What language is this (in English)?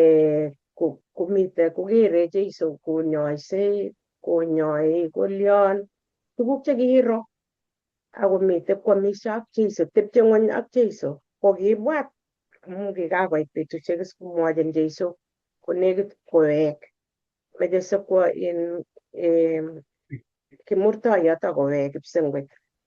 Kalenjin